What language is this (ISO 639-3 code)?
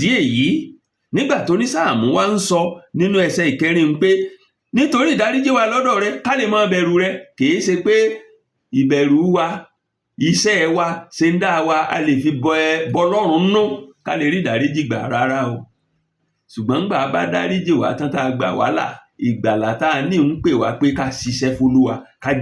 yor